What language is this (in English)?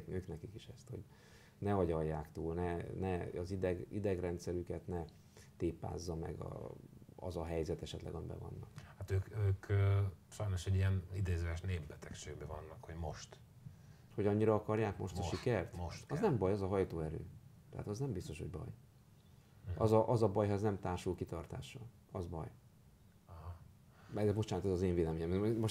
Hungarian